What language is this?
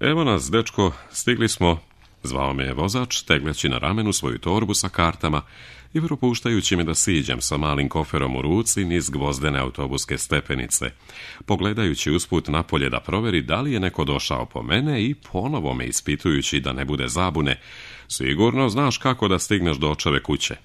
Serbian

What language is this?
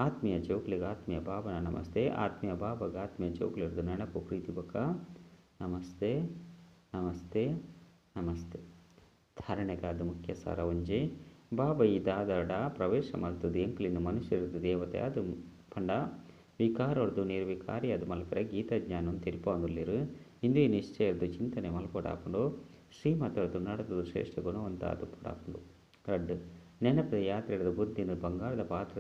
Tulu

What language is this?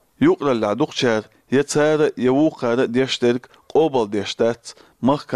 Chechen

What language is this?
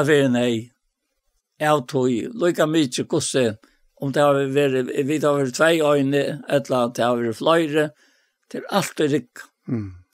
Faroese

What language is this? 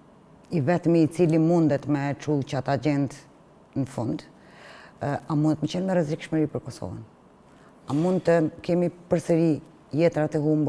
Albanian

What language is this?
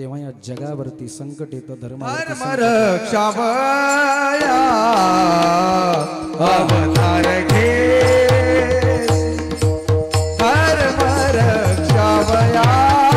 Marathi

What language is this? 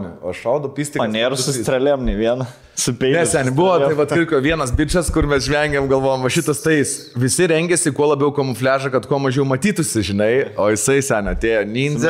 Lithuanian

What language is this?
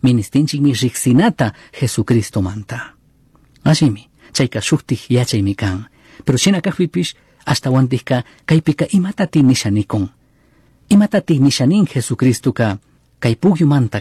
Chimborazo Highland Quichua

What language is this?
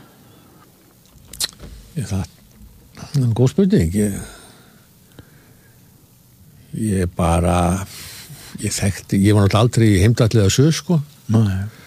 Icelandic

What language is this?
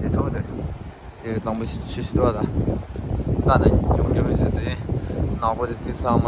Tibetan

